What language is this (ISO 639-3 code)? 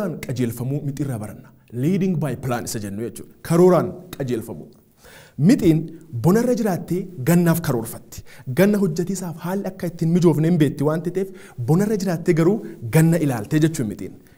orm